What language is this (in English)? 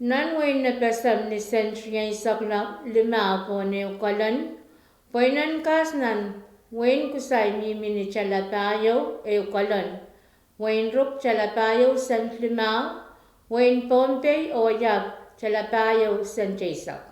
Pohnpeian